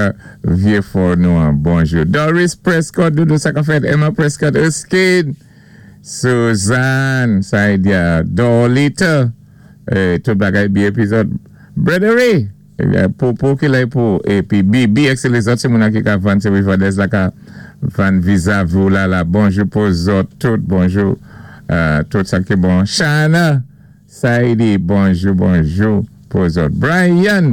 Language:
Saint Lucian Creole French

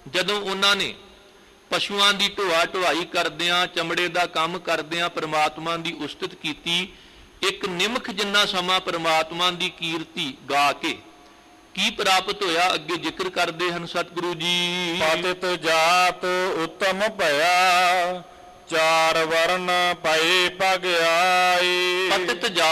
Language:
Punjabi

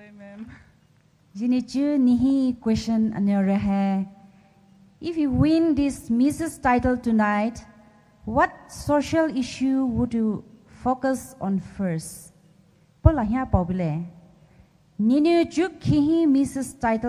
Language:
Poumei Naga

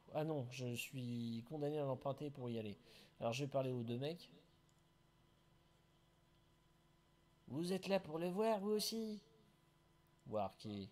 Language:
French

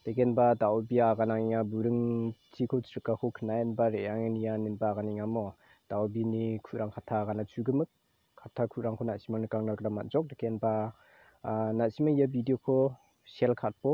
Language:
Garo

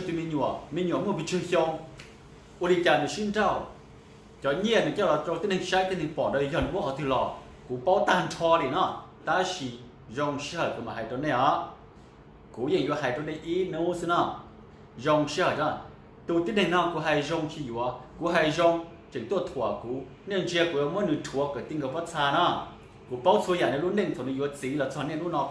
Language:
Hmong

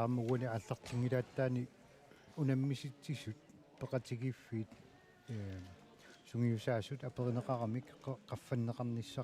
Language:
Kalaallisut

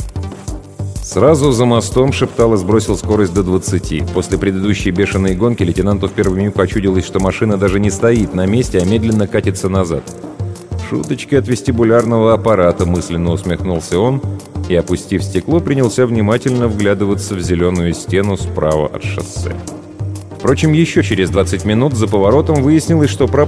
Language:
Russian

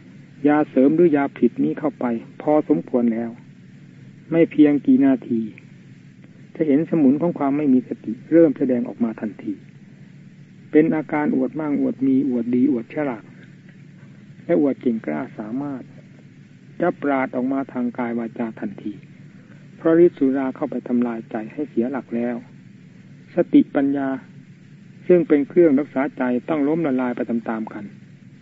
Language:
Thai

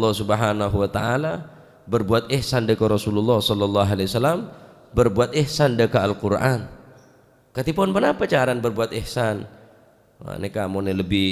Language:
Madurese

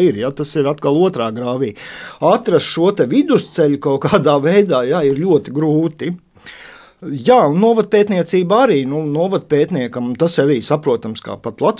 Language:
Latvian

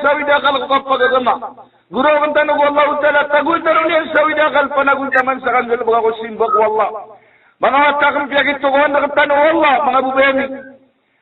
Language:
Maranao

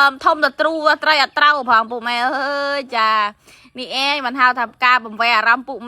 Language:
Khmer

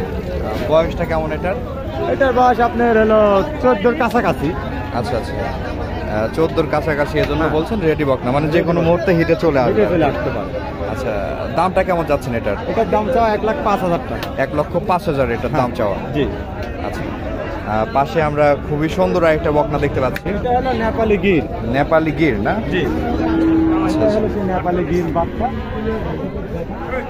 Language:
Bangla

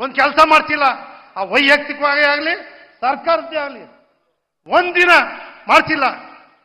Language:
Kannada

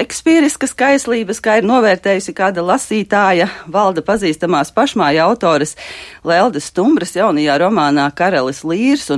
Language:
Latvian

